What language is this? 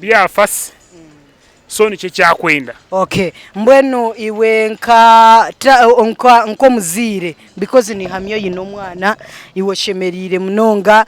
Nyankole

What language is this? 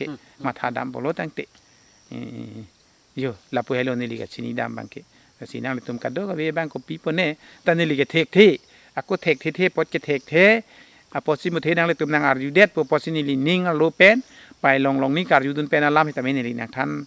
Karbi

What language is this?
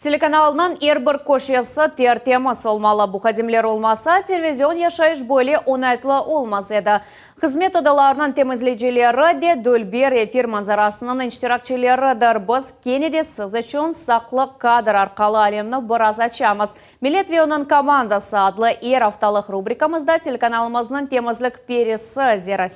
Crimean Tatar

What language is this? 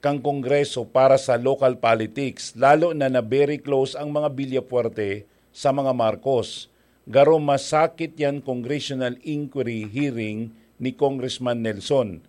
Bikol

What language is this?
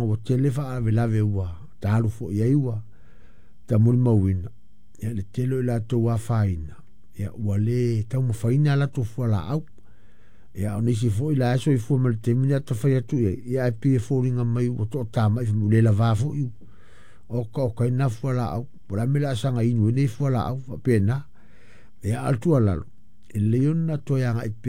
Samoan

